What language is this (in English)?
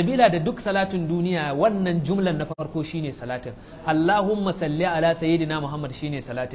Hausa